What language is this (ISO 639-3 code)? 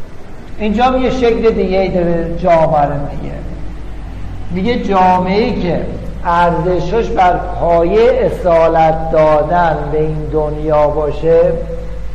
fas